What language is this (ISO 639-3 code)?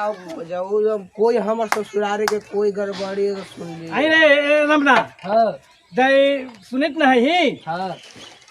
mag